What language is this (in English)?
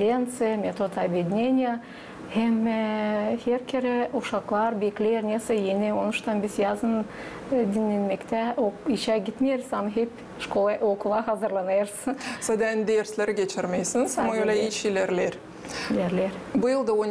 Gagauz